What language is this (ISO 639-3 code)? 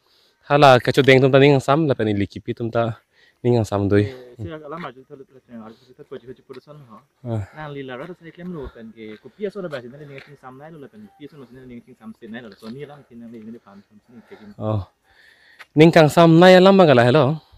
mjw